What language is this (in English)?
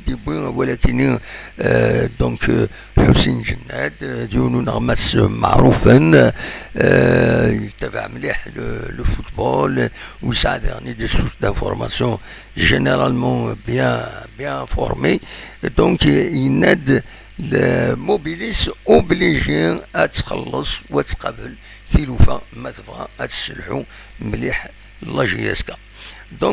Kabyle